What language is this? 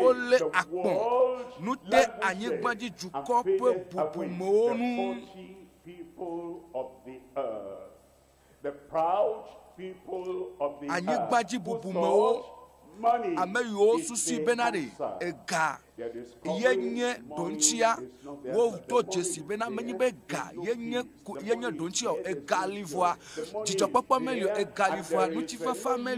Ewe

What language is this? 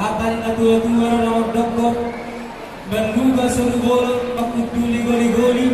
Batak Toba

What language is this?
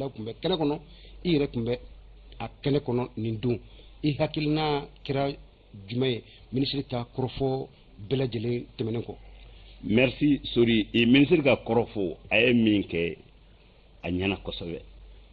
Bambara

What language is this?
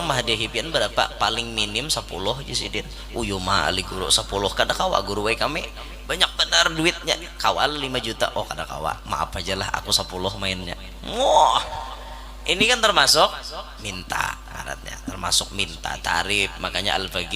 Banjar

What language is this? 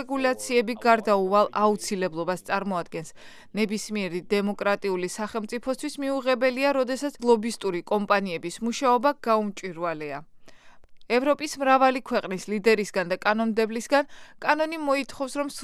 Georgian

